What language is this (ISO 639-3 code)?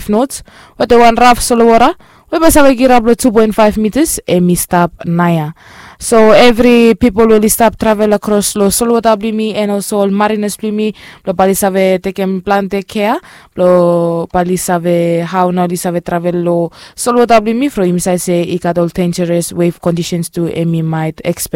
bis